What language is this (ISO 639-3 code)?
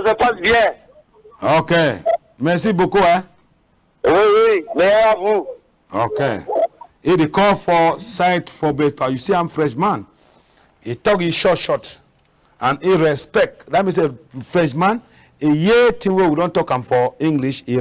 wes